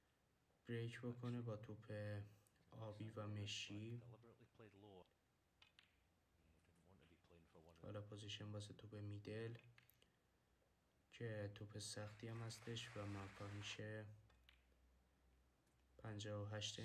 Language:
Persian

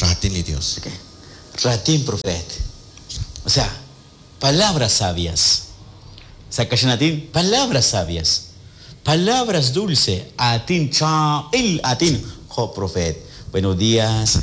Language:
Kekchí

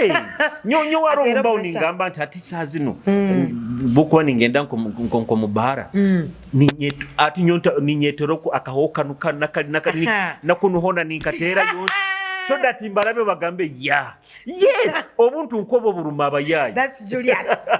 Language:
Nyoro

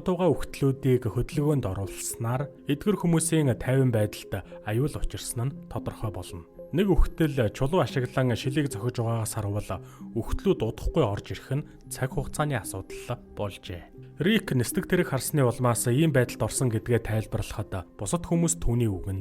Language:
Mongolian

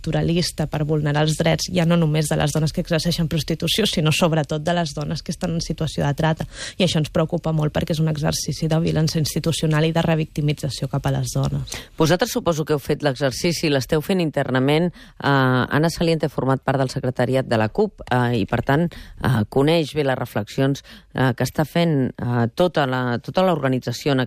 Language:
Catalan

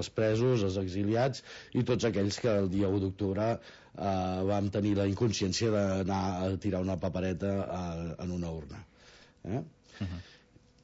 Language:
Catalan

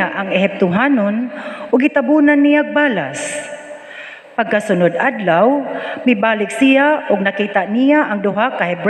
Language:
Cebuano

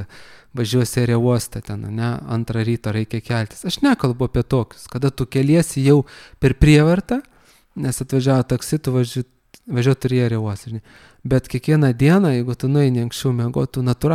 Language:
Lithuanian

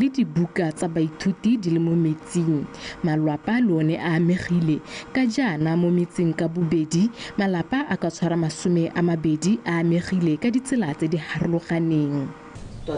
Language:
Tswana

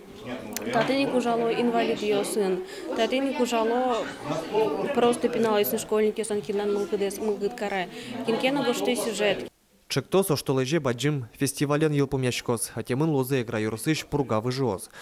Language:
Udmurt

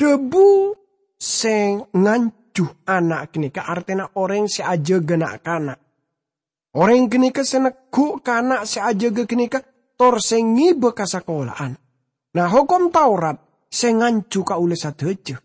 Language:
Madurese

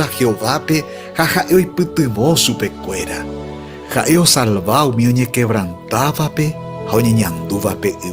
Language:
Guarani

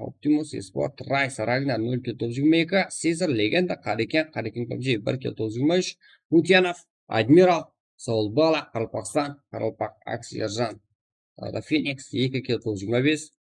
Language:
Kara-Kalpak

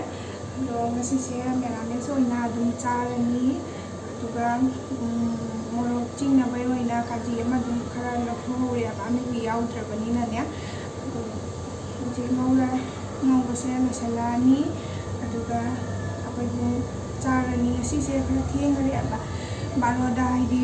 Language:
Manipuri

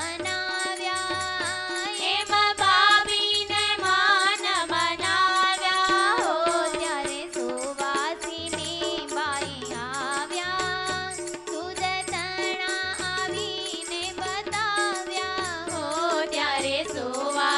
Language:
Gujarati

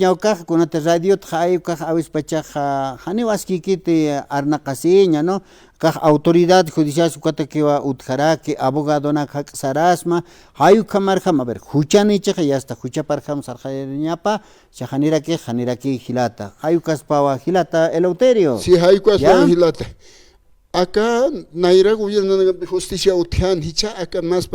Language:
Aymara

